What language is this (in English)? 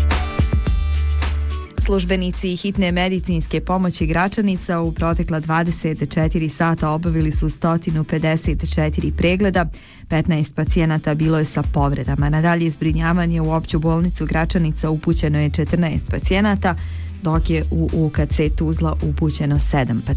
Bosnian